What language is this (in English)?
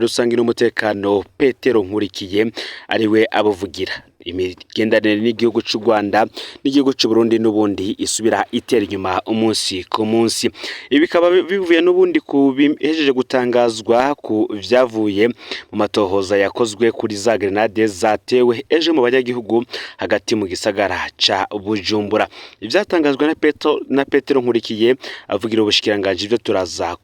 Rundi